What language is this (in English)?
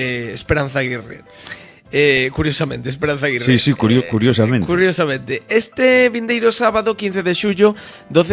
Galician